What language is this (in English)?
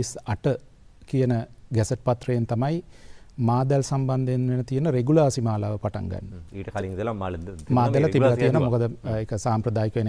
Sinhala